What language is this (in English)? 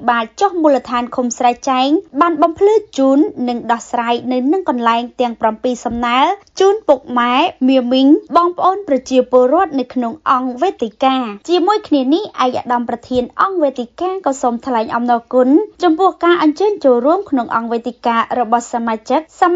Khmer